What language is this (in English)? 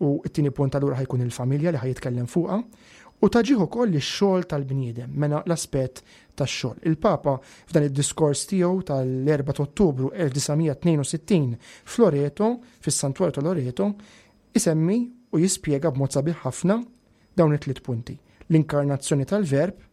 Maltese